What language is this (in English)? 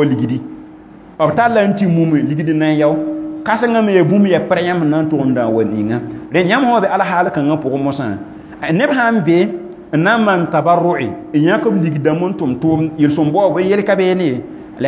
Mossi